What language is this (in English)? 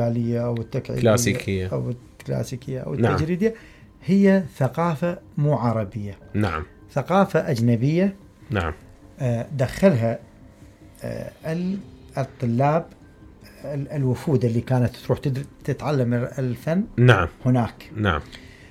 Mesopotamian Arabic